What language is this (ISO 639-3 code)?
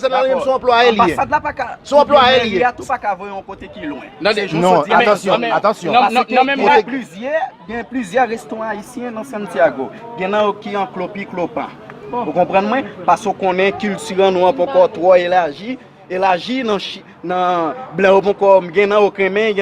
hat